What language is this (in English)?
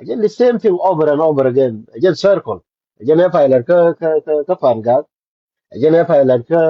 Nuer